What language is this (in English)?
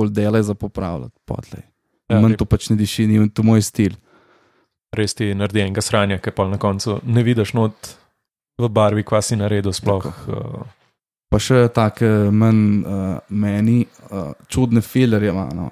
Slovenian